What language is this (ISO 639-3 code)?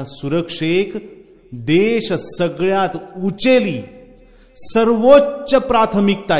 kok